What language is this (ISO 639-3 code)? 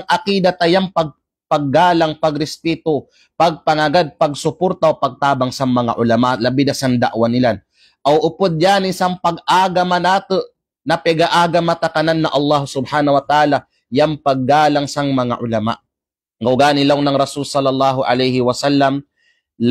kqe